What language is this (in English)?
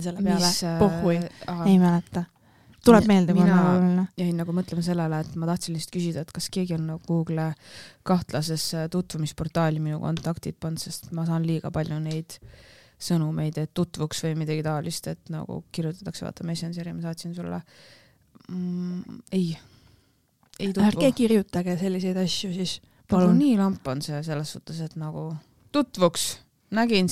Estonian